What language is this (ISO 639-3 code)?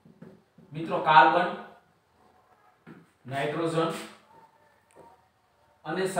guj